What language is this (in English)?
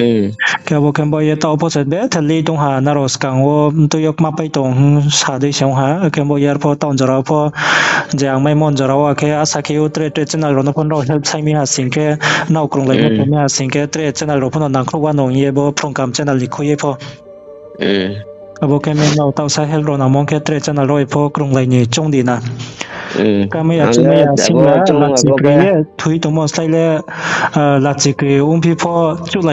Riang (India)